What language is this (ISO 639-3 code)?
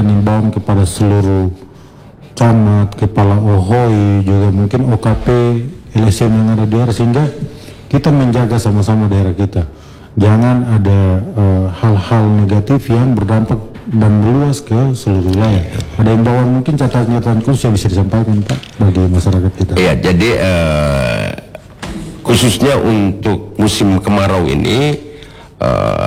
ind